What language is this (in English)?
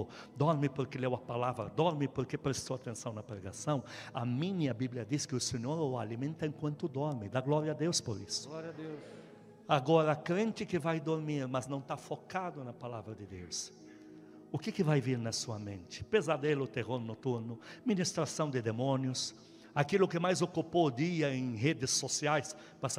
Portuguese